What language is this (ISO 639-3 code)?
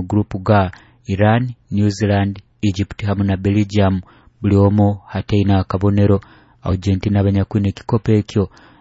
nyo